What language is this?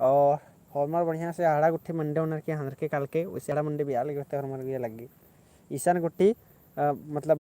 Kurukh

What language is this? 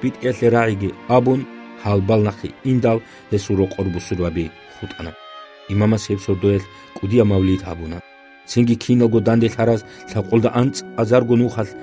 Avaric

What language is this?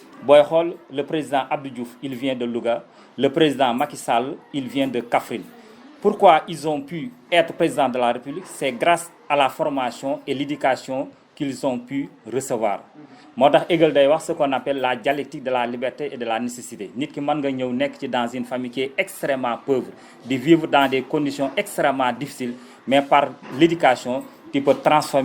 Wolof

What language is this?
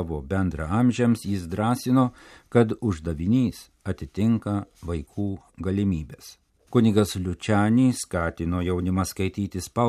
Lithuanian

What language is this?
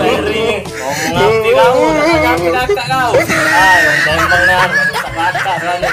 Musi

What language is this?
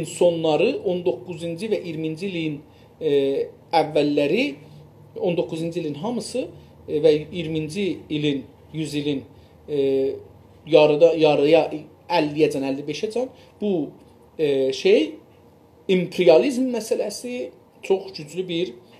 South Azerbaijani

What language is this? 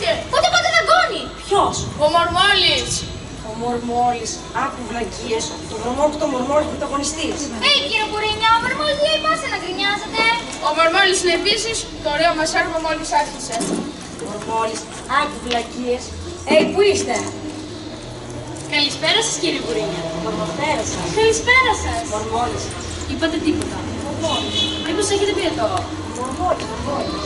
Greek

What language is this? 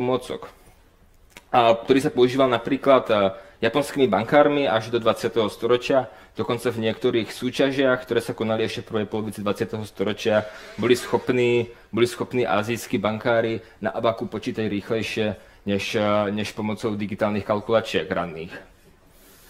Slovak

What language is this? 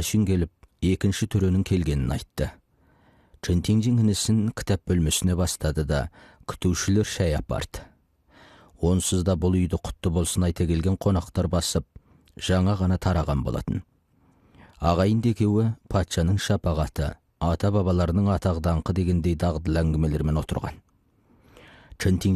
Kazakh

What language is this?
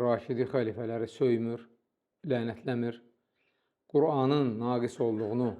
Azerbaijani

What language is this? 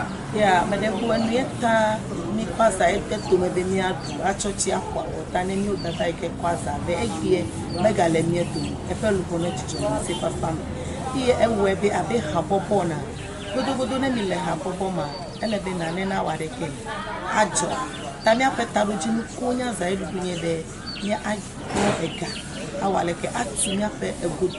Ewe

